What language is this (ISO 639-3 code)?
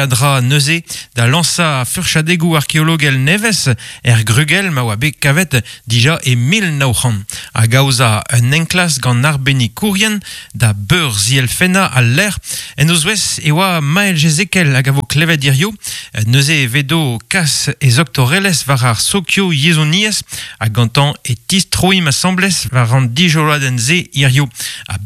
bre